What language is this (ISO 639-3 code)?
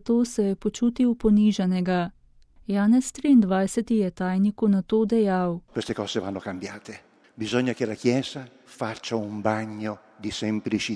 slv